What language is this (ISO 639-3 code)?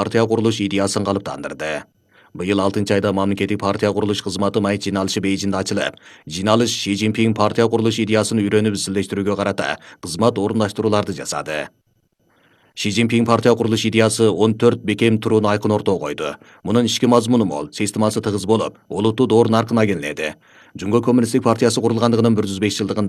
kir